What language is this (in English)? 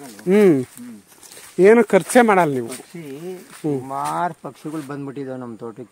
Kannada